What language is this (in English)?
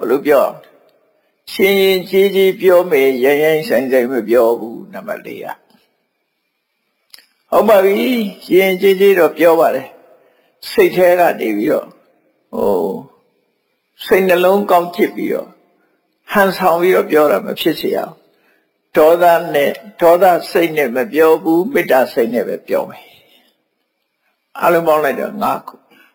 Burmese